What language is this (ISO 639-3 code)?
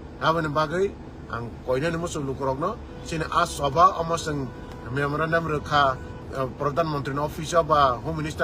trp